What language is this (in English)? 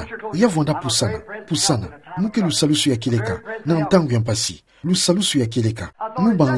Kituba (Democratic Republic of Congo)